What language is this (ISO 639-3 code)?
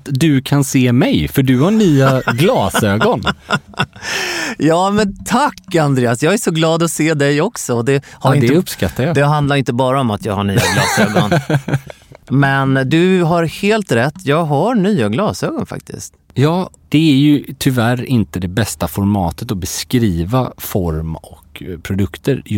swe